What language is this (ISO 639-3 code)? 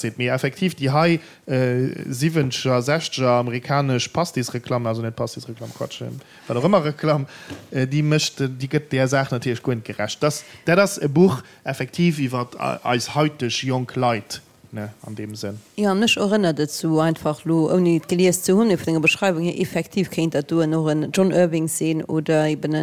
ltz